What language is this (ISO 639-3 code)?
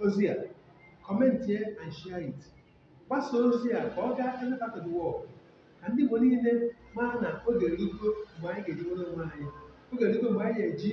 ibo